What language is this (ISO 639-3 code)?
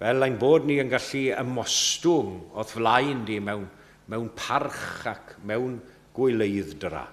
cym